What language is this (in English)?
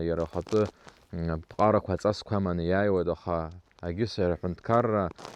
Abkhazian